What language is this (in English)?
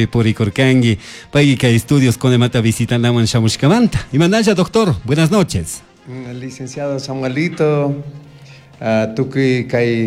Chimborazo Highland Quichua